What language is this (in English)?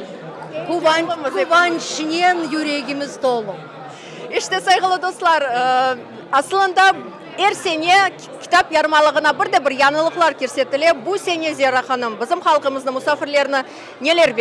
Crimean Tatar